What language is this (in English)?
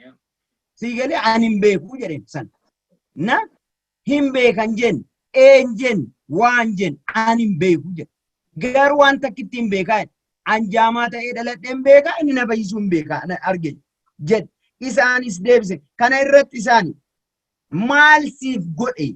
Oromo